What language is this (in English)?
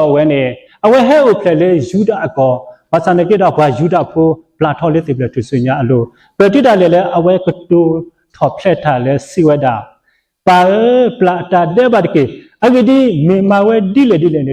S'gaw Karen